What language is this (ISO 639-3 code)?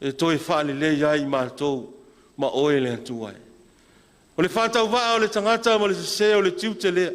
smo